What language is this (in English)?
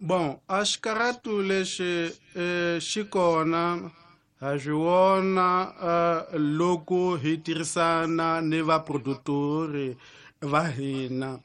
Tsonga